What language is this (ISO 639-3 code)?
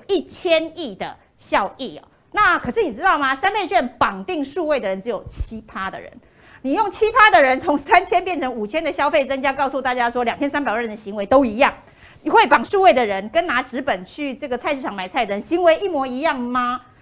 zho